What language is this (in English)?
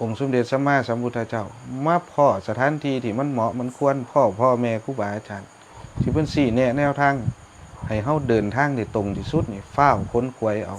Northeastern Thai